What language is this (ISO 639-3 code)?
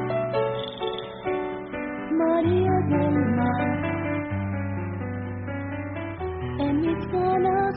spa